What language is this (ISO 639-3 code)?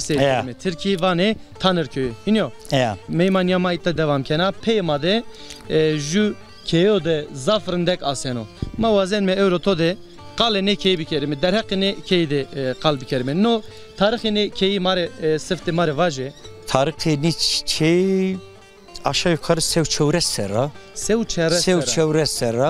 zza